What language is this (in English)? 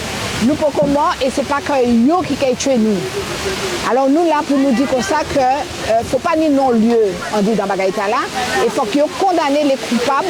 Guadeloupean Creole French